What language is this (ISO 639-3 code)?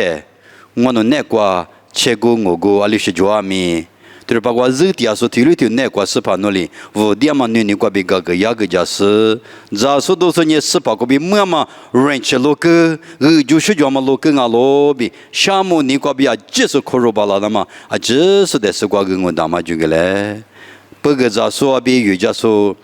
lis